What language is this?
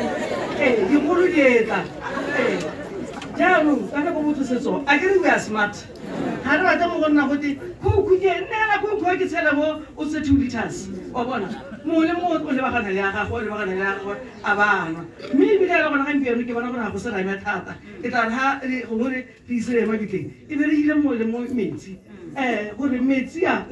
Tswana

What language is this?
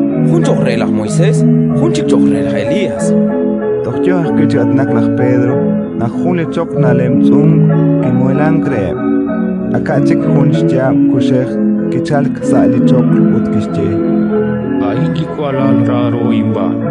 Kekchí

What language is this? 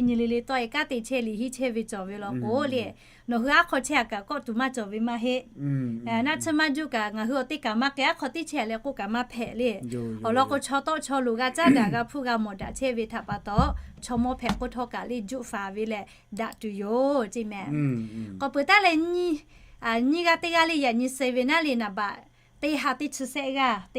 Lahu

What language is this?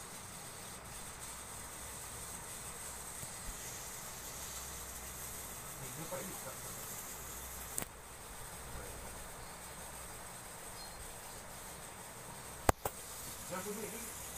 Malay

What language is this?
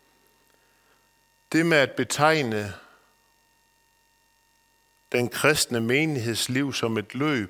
Danish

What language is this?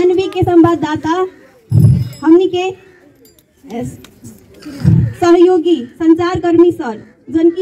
Bhojpuri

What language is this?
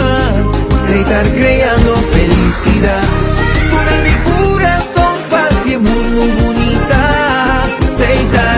Papiamento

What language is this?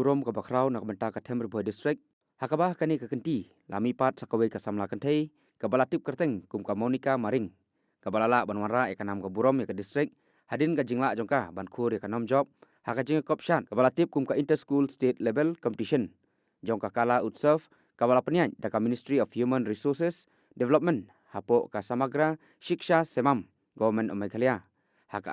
Khasi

